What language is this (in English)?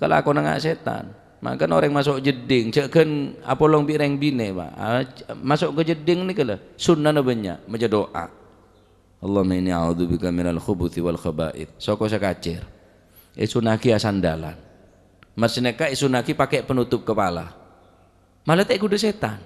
Madurese